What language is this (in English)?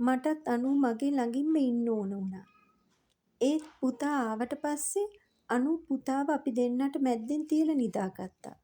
Sinhala